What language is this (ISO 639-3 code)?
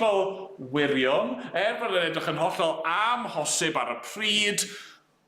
cym